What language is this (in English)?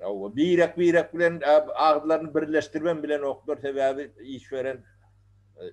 Turkmen